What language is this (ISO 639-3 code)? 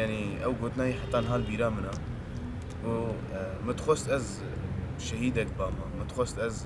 kur